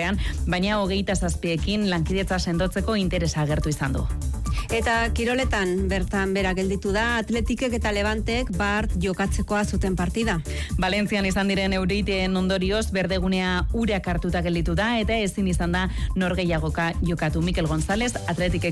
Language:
Basque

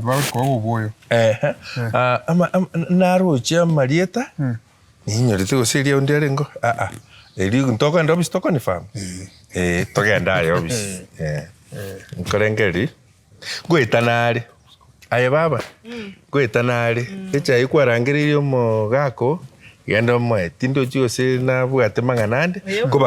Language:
Gusii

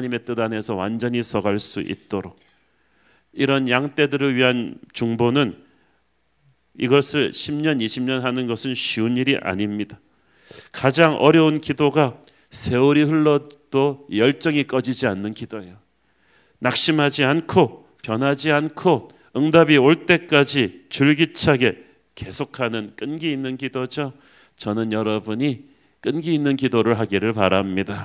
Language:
Korean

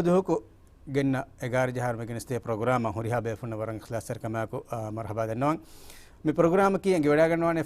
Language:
Divehi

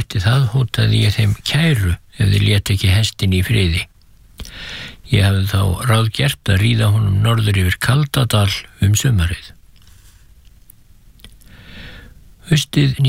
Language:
Icelandic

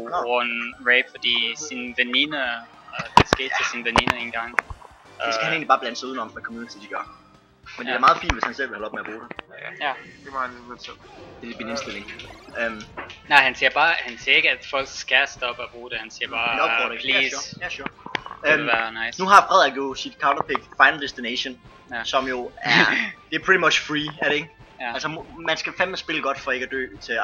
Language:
Danish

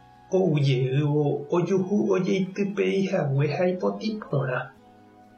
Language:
Guarani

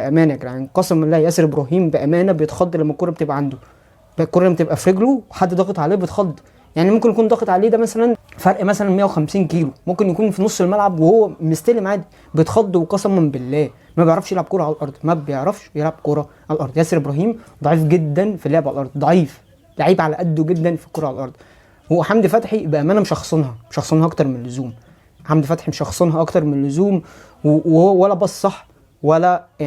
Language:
Egyptian Arabic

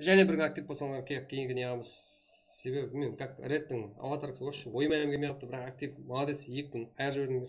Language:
Kara-Kalpak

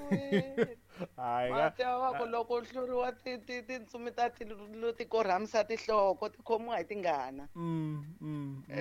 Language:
Tsonga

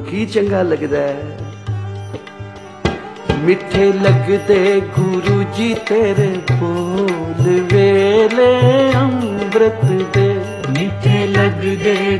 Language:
Punjabi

